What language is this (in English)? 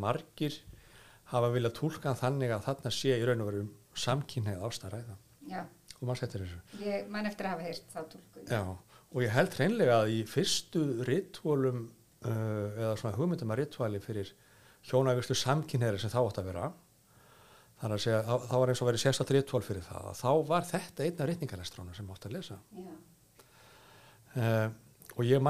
Icelandic